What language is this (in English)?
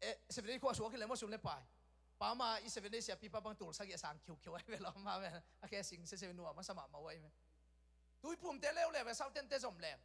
Tedim Chin